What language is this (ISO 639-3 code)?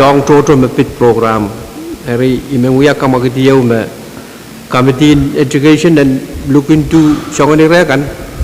pon